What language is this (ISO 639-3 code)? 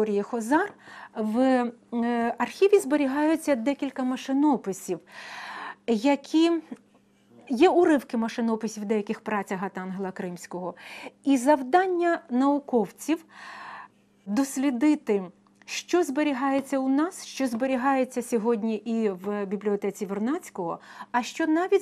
ukr